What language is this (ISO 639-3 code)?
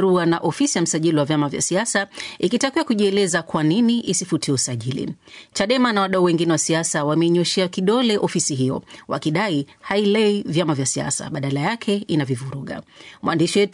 swa